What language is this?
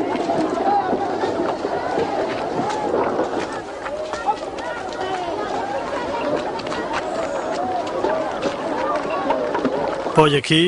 S'gaw Karen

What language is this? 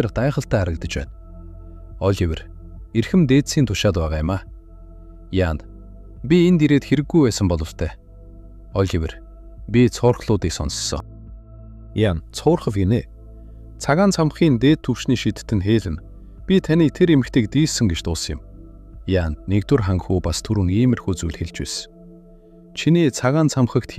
Mongolian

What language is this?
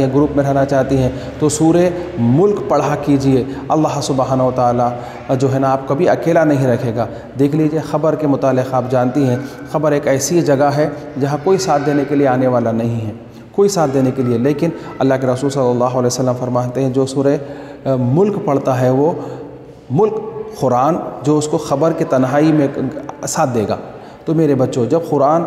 Urdu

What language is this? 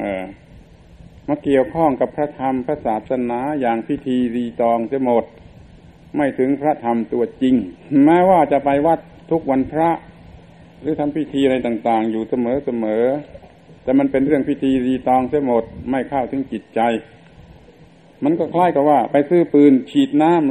Thai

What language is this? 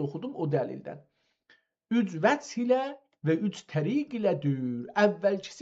South Azerbaijani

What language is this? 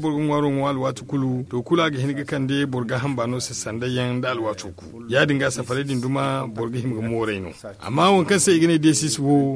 Zarma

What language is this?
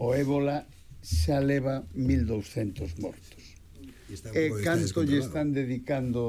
Galician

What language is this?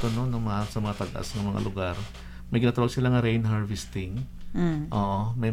Hiligaynon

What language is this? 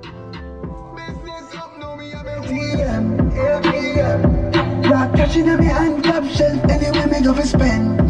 Jamaican Creole English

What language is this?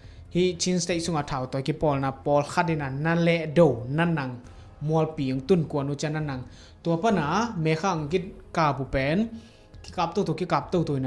Tedim Chin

